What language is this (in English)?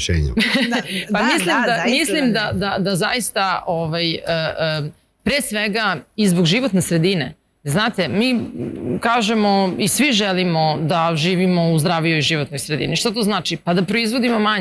Serbian